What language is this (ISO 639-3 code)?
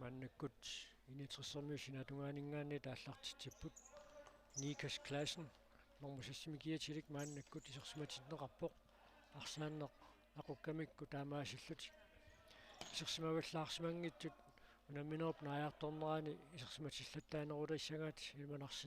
kal